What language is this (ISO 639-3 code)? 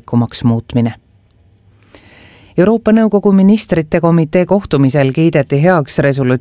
est